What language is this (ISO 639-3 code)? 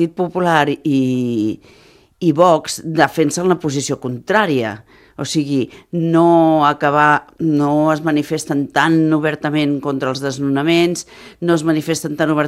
cat